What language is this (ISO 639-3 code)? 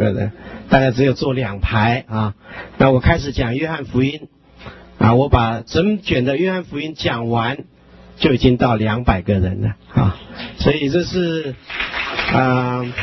zho